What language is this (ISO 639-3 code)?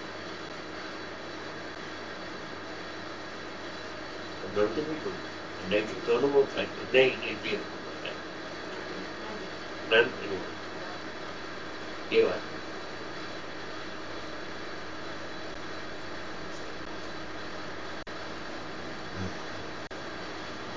guj